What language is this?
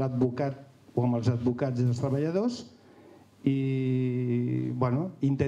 Catalan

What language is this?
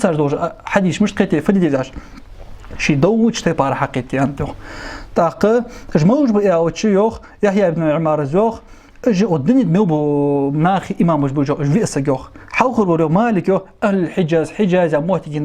Ingush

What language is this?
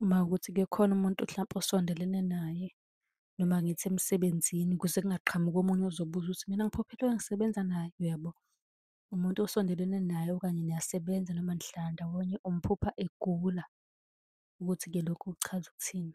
Zulu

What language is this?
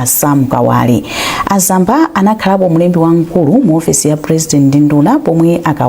Nyanja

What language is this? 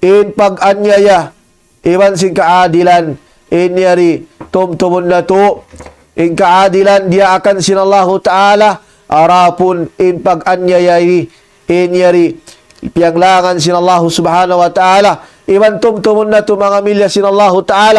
Tausug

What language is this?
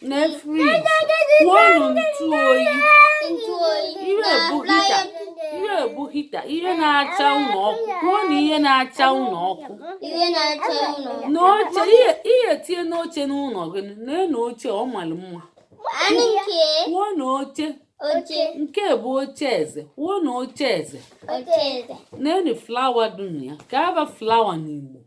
Igbo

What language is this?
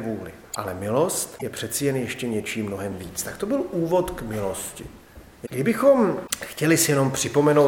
Czech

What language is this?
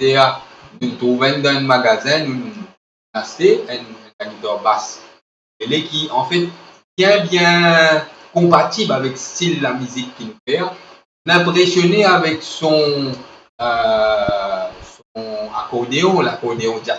Morisyen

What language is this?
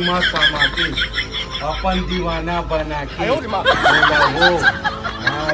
Chhattisgarhi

